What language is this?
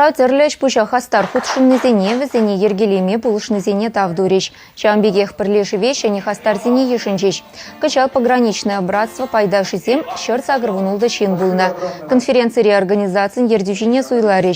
Chuvash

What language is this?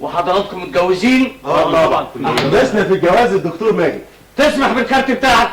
Egyptian Arabic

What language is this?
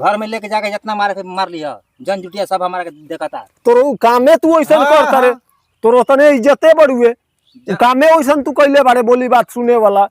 Bhojpuri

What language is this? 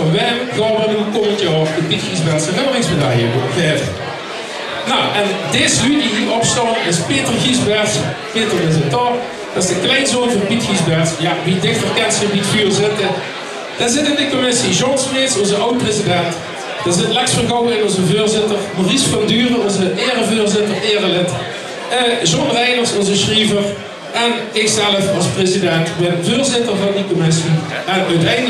Limburgish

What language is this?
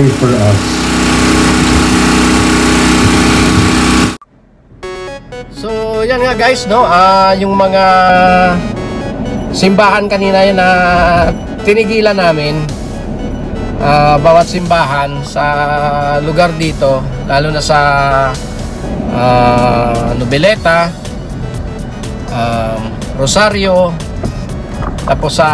Filipino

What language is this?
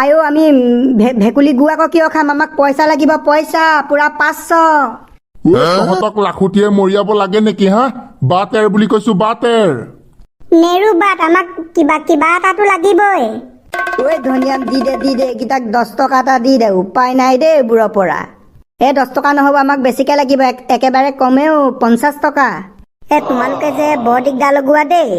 Assamese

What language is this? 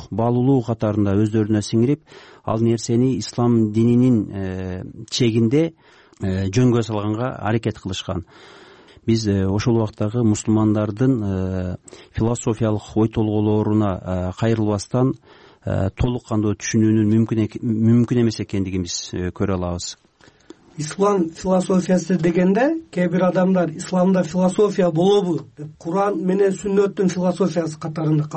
Kyrgyz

